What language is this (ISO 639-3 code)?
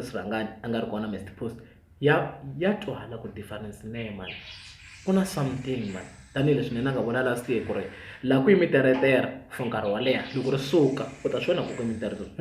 tso